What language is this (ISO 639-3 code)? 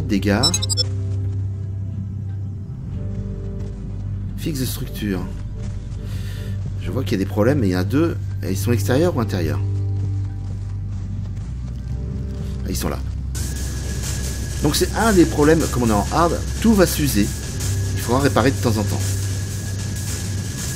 fra